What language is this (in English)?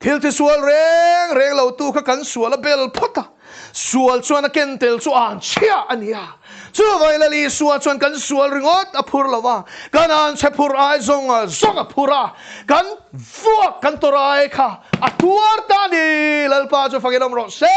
Mizo